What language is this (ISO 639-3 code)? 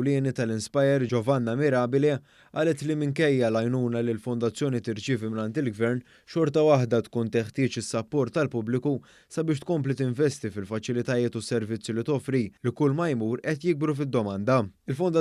mlt